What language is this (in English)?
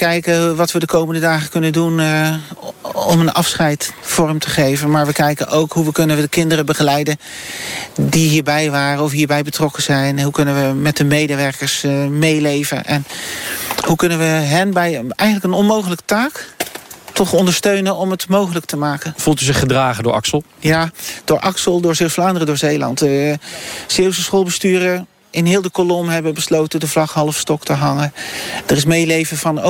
Dutch